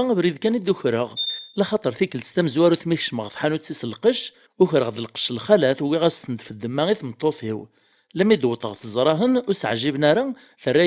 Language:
Kabyle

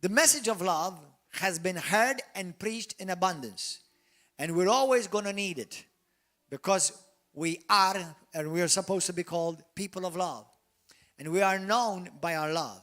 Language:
English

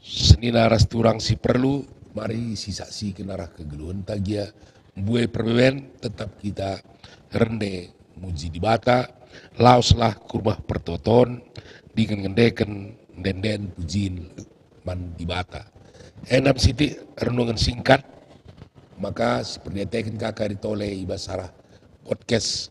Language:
Batak Karo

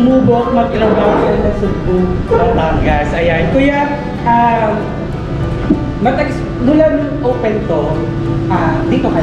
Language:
Filipino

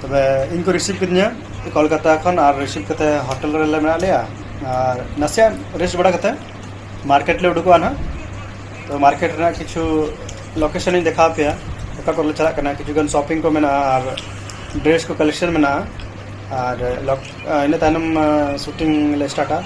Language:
Santali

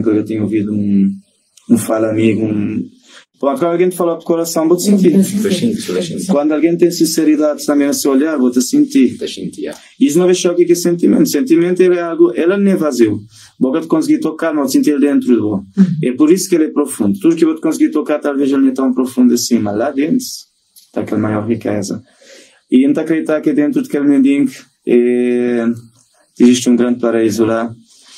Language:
Kabuverdianu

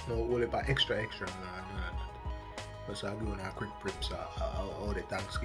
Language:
Jamaican Creole English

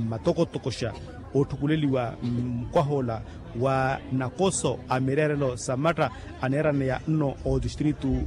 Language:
Makhuwa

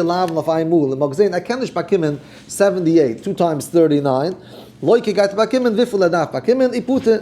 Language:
Yiddish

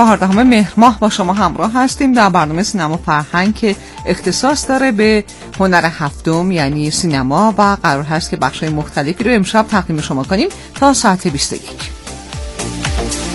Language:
Persian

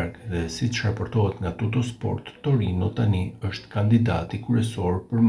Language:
Albanian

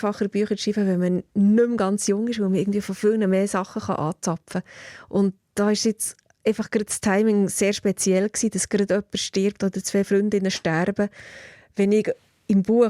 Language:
Swiss German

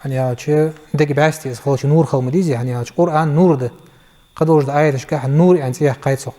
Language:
Ingush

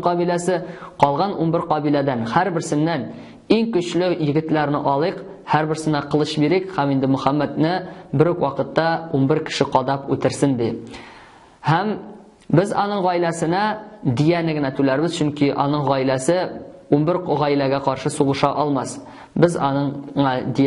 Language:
Tatar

